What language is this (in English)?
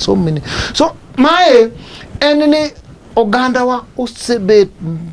Luo (Kenya and Tanzania)